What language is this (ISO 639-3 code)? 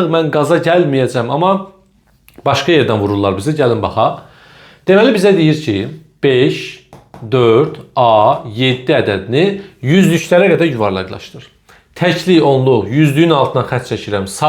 aze